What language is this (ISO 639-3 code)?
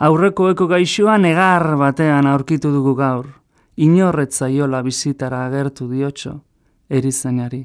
eus